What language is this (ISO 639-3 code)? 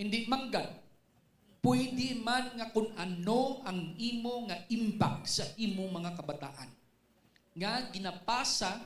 hil